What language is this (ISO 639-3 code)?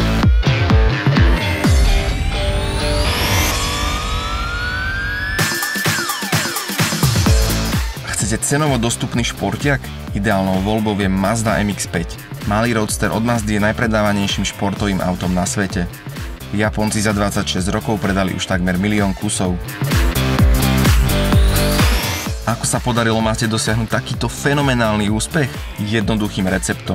slk